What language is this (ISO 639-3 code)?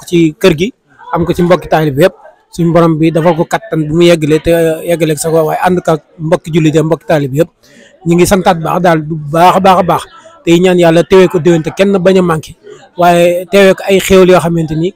wol